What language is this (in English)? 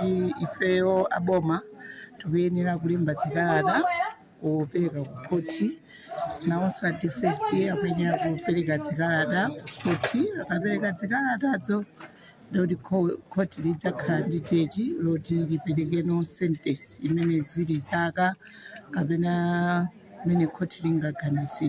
Nyanja